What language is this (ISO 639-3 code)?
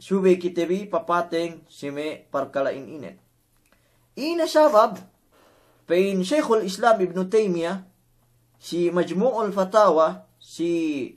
yka